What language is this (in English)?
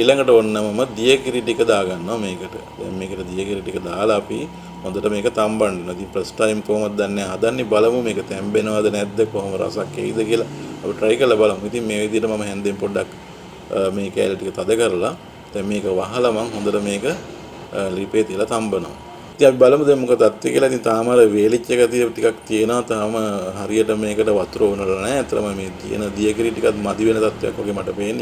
Sinhala